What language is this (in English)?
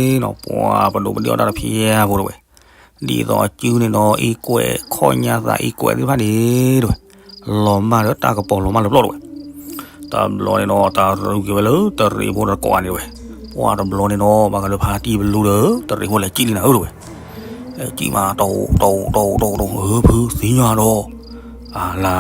S'gaw Karen